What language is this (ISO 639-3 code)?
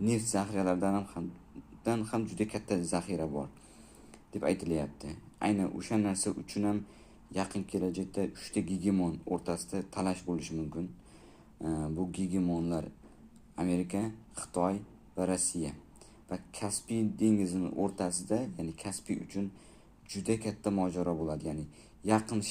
uzb